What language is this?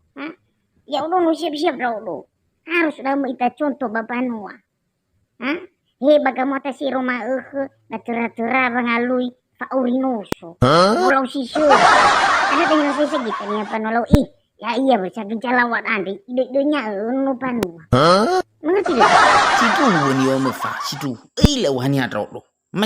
Nias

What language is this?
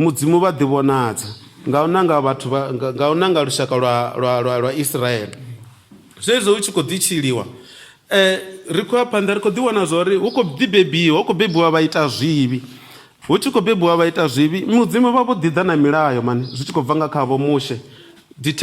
Venda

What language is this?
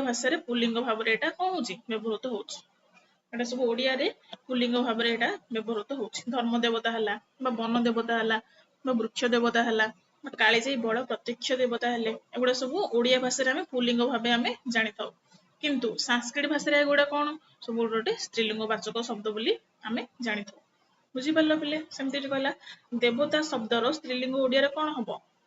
Odia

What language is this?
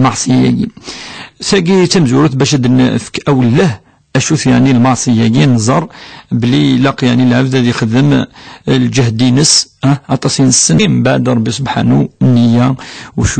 Kabyle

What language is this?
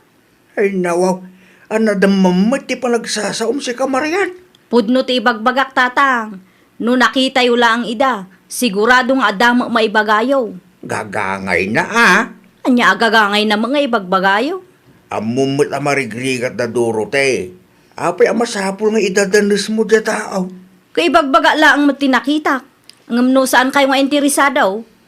Iloko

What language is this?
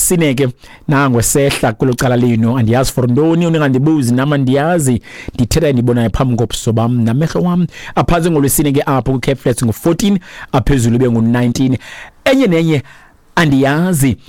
Xhosa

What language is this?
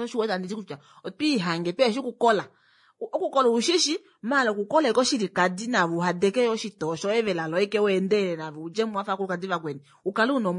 Kuanyama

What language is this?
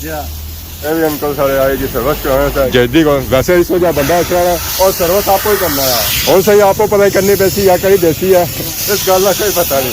Pahari-Potwari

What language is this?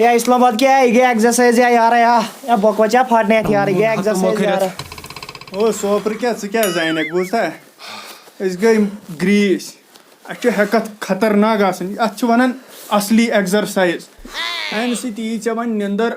Kashmiri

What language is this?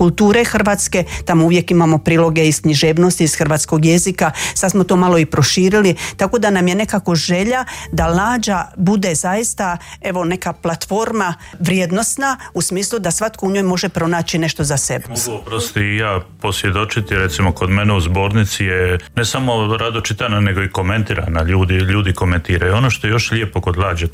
Croatian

